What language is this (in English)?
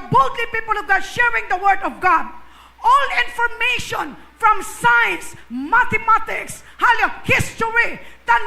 Hiligaynon